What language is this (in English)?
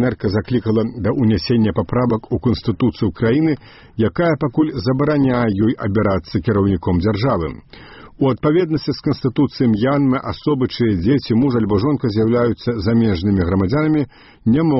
Belarusian